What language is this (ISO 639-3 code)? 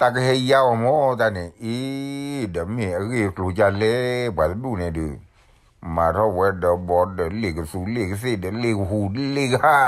ksw